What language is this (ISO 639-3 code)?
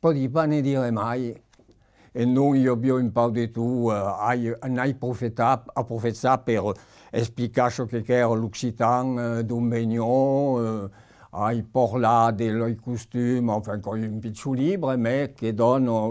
oci